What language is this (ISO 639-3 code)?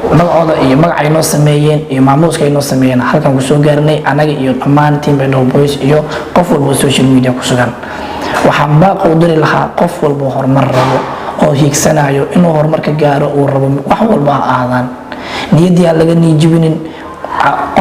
som